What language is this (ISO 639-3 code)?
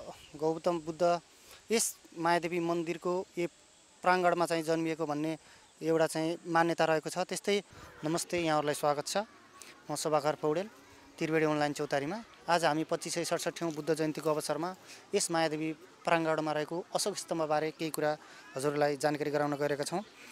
nep